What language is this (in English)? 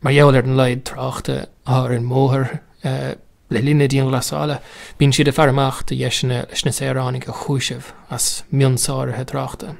Irish